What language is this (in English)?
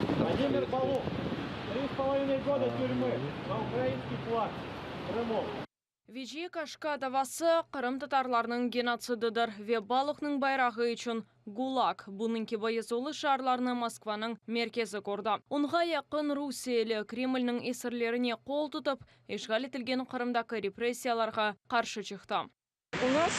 Crimean Tatar